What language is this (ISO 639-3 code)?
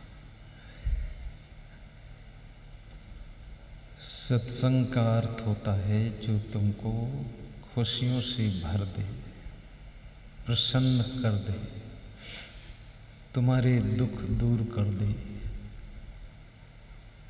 hin